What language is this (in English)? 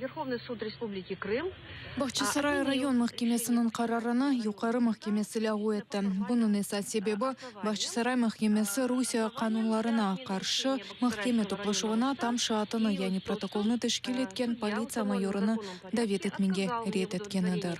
Crimean Tatar